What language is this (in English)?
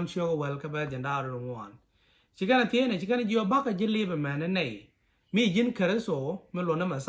Nuer